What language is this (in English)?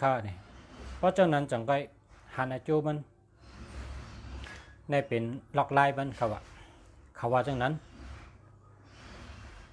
Shan